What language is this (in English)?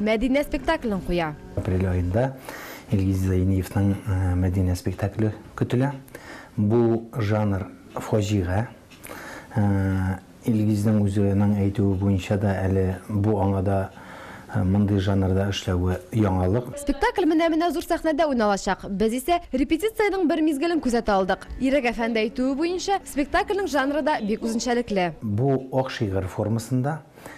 Tatar